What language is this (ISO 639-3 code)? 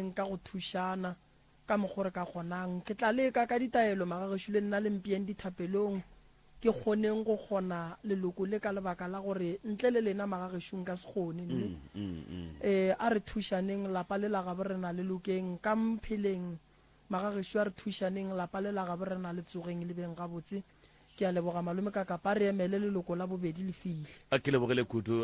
nso